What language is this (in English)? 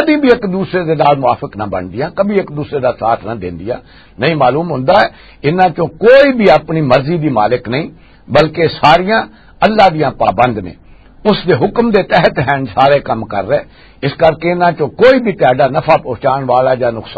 Western Panjabi